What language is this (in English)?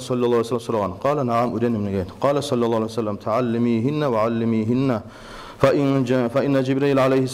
Kumyk